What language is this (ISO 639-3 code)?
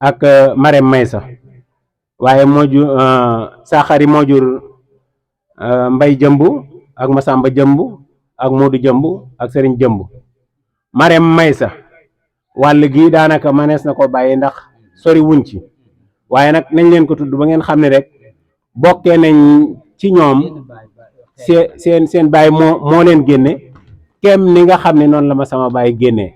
wol